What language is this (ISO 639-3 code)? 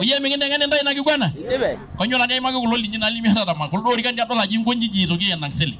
mas